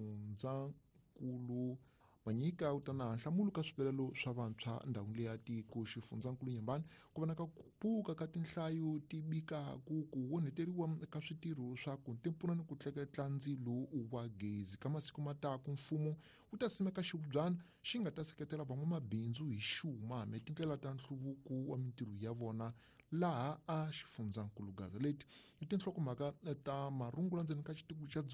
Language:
Tsonga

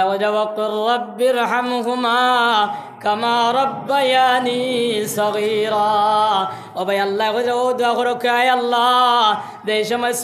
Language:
Sylheti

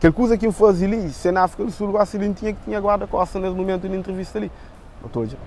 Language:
Kabuverdianu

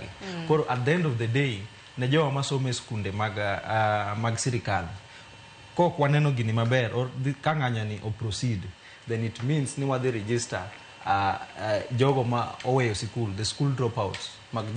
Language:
Luo (Kenya and Tanzania)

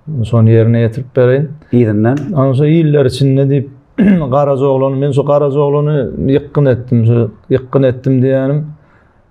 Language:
Turkmen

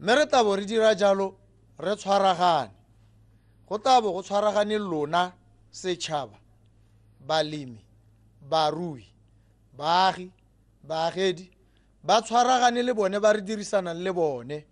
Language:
Tswana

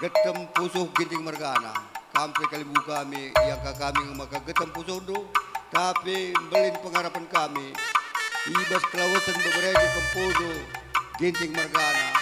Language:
Batak Karo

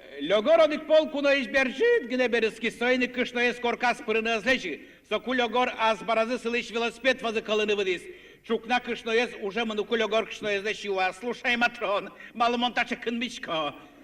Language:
Udmurt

